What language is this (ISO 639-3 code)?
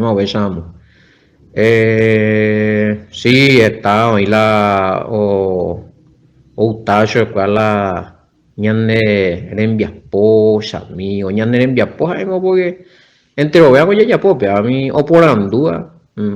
grn